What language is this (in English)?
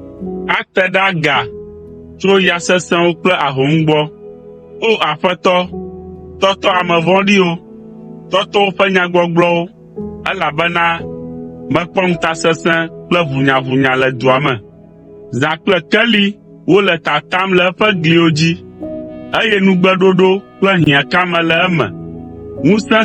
Ewe